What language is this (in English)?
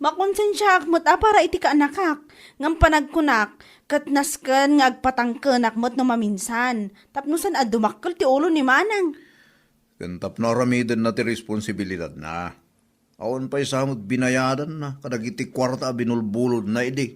Iloko